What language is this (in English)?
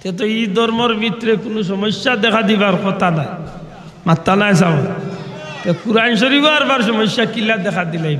Sylheti